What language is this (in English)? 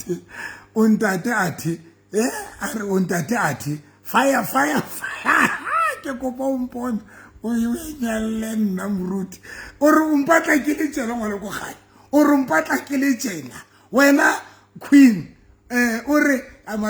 Southern Sotho